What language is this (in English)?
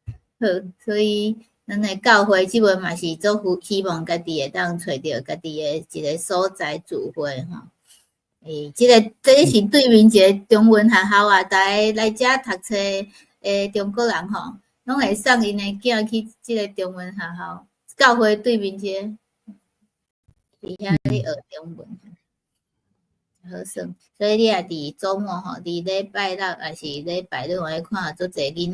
Min Nan Chinese